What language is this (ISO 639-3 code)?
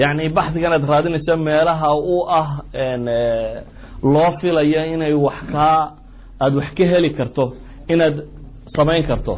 som